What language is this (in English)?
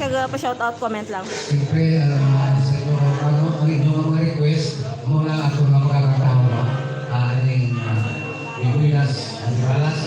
Hiligaynon